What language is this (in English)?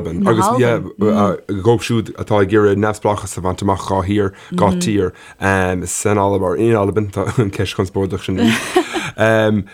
Irish